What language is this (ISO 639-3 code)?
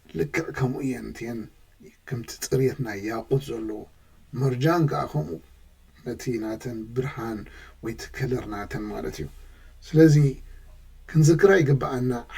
tir